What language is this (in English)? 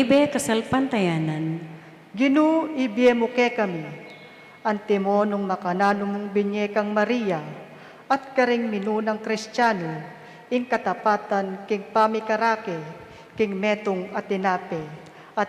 Pampanga